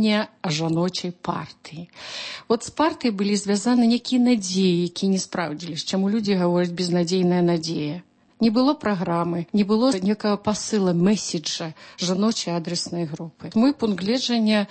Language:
Belarusian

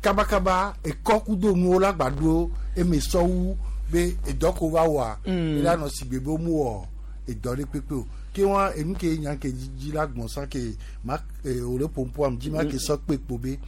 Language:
Gen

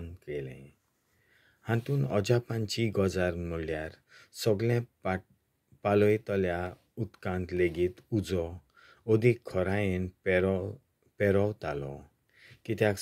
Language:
Konkani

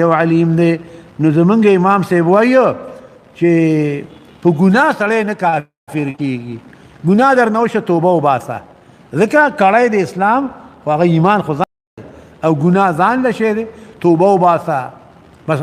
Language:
Pashto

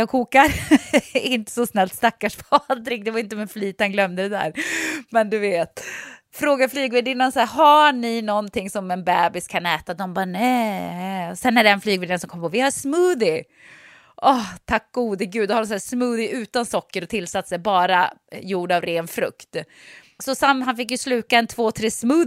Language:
Swedish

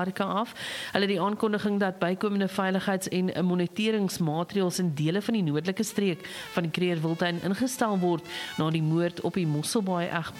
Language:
Afrikaans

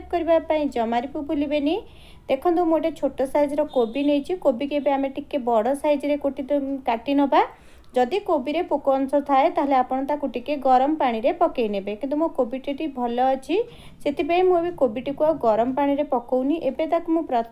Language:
Odia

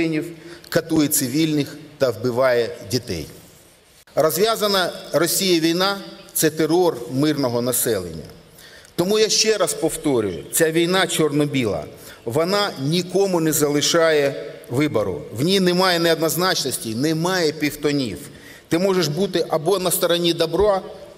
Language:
Ukrainian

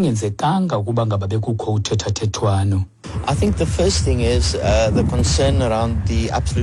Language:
Xhosa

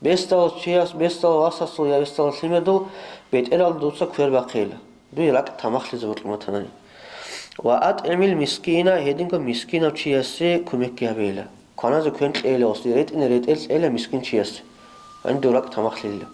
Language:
Avaric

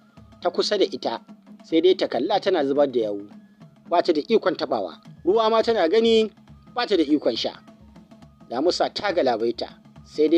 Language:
Hausa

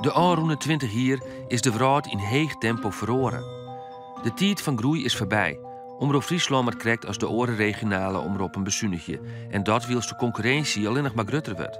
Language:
Western Frisian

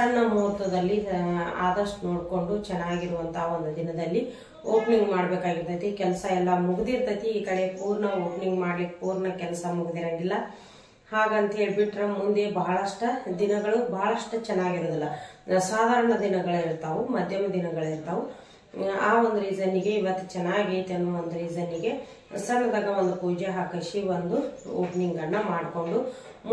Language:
Kannada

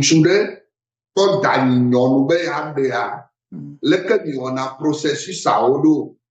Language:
Ewe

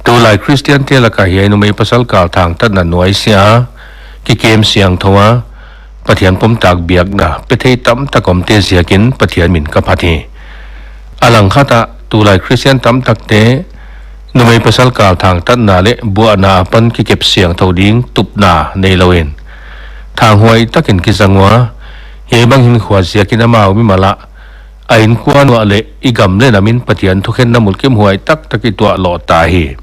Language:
Paite Chin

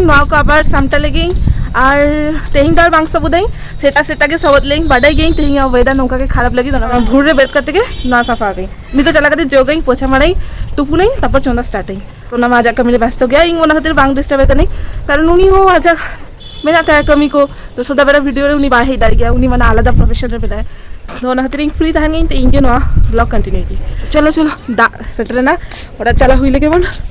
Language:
Santali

